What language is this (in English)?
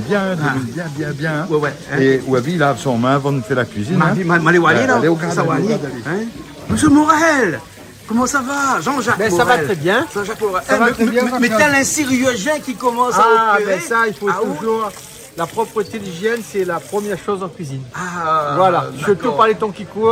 Réunion Creole French